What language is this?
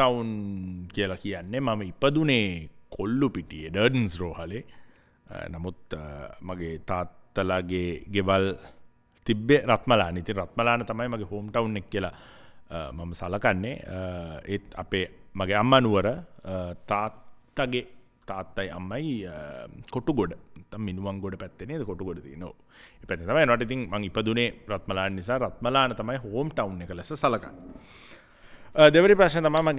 Sinhala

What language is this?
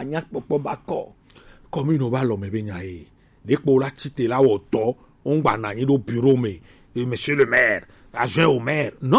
Gen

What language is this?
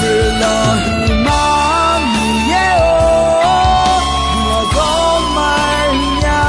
Akha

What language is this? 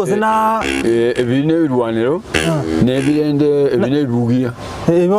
Gusii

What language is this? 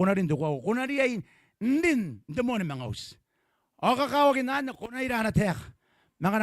Gilbertese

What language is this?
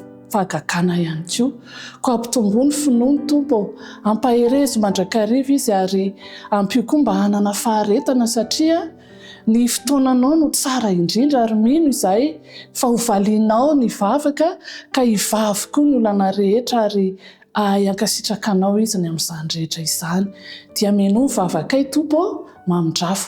Malagasy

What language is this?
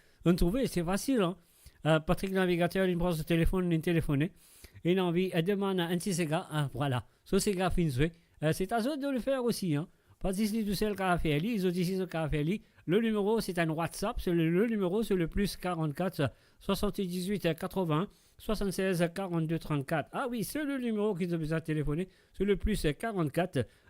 Morisyen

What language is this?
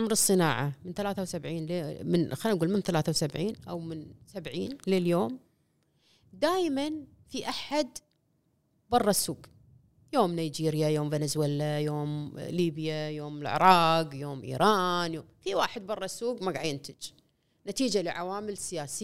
Gulf Arabic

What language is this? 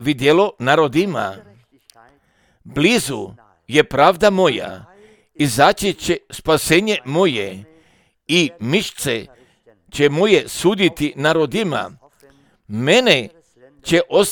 Croatian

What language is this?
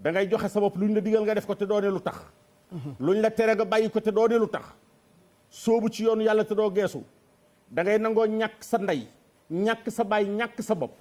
Wolof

